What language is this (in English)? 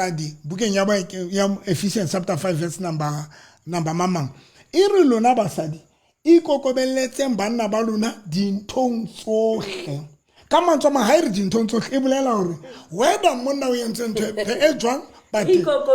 Southern Sotho